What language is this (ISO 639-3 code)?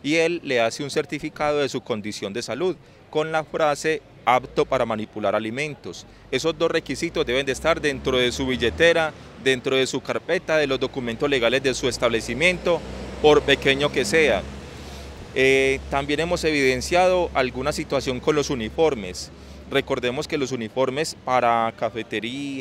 spa